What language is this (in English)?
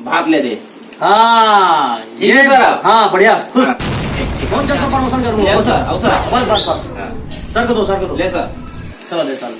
Chhattisgarhi